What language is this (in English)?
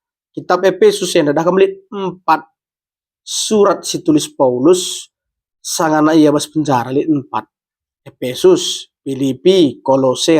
Batak Karo